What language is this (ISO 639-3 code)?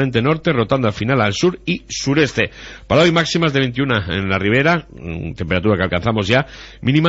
spa